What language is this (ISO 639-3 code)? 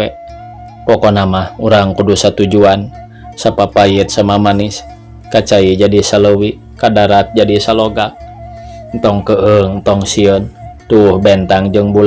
sun